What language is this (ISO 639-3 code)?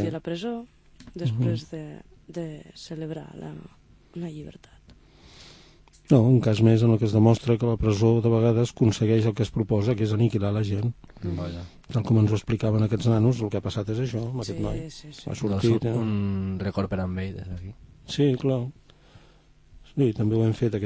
cat